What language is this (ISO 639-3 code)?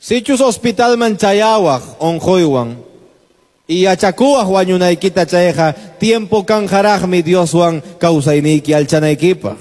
que